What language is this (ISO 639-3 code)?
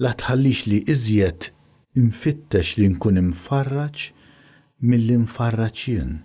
mlt